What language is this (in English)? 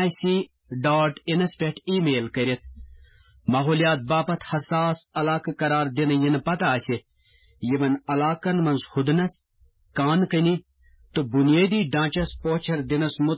Kashmiri